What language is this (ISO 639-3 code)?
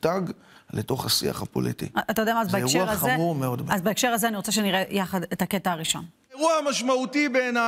heb